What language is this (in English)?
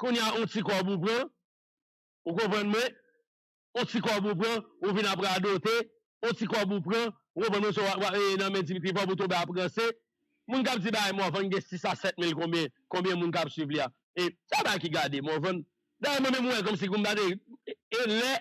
Haitian Creole